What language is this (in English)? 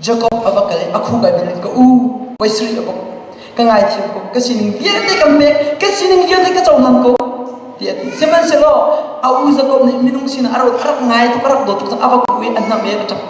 Hakha Chin